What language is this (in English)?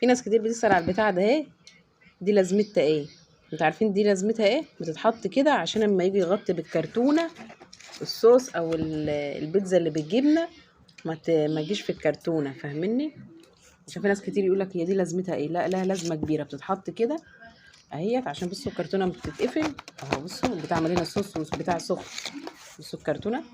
Egyptian Arabic